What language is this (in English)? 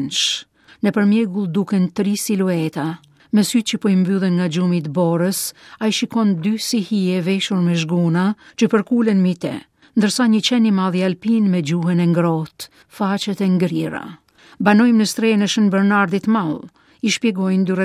Albanian